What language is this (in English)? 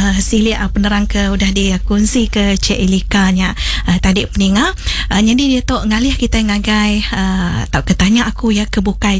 Iban